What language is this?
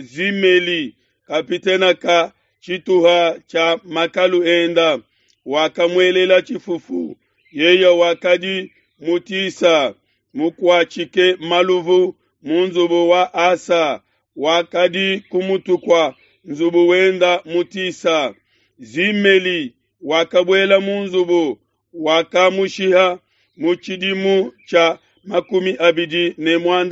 Luba-Lulua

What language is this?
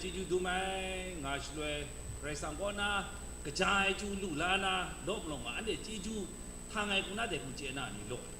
Kachin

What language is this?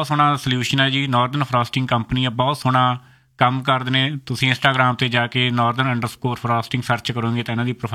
Punjabi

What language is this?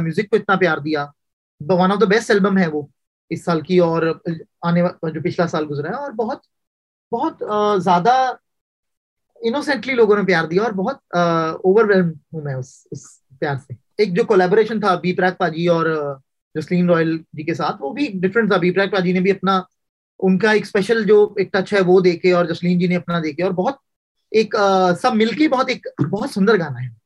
Hindi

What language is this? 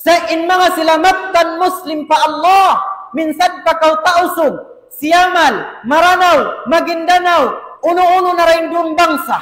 Tausug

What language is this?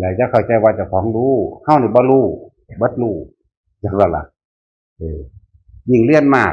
Northeastern Thai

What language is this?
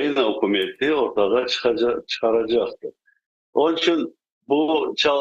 Crimean Tatar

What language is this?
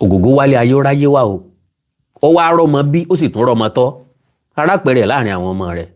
Yoruba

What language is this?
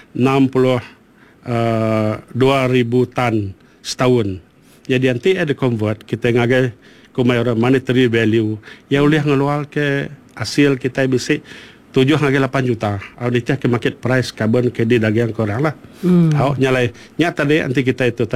Iban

